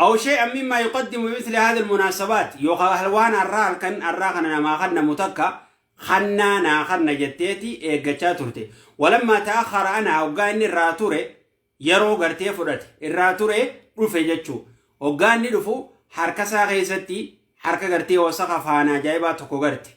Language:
Oromo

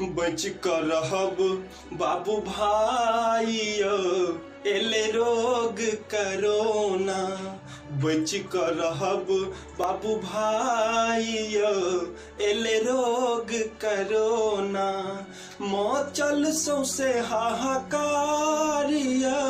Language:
Maithili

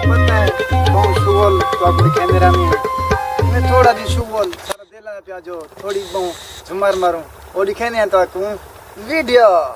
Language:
Saraiki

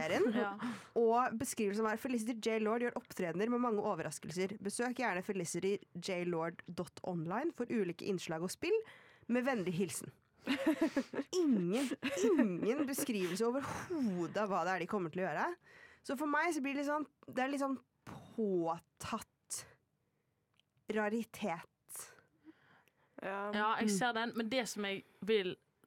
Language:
Norwegian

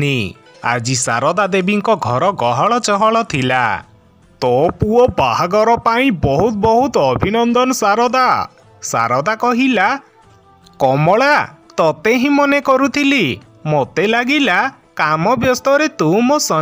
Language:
Odia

